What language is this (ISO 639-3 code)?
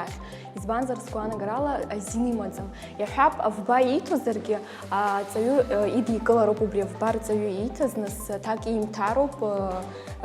abk